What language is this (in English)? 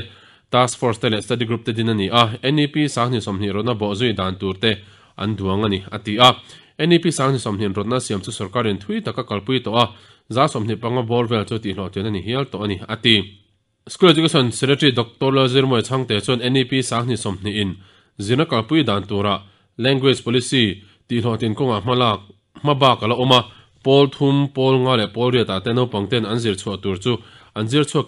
Mizo